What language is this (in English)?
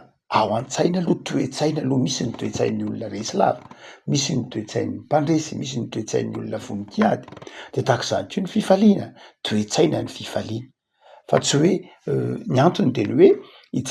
Malagasy